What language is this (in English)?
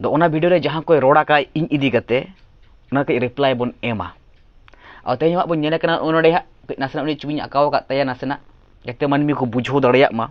Santali